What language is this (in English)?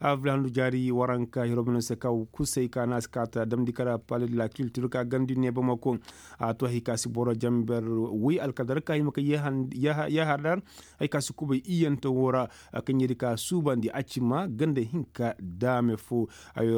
Koyraboro Senni